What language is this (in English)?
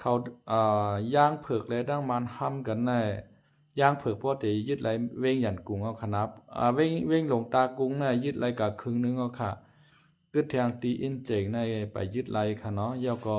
Lao